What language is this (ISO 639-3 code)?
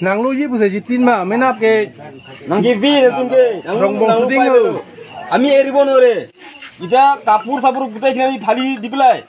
mjw